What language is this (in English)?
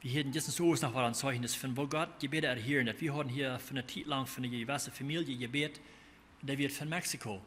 Plautdietsch